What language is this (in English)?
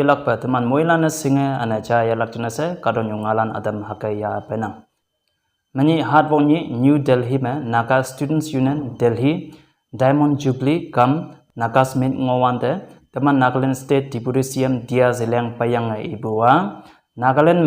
Konyak Naga